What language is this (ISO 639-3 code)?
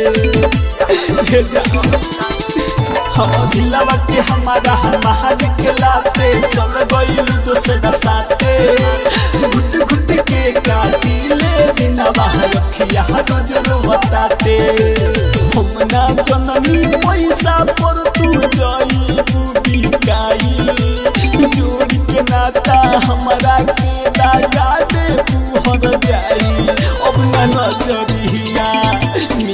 bho